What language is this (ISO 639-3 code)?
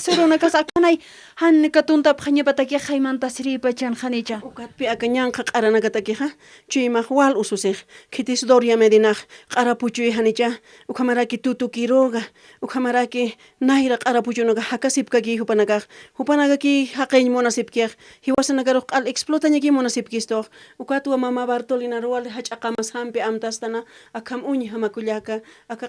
aym